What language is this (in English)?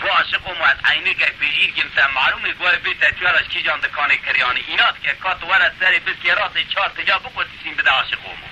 Kurdish